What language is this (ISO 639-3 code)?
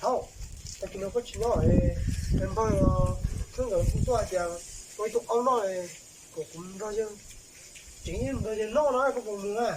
hmn